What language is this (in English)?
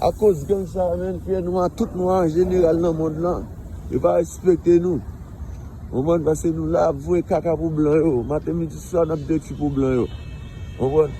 Haitian Creole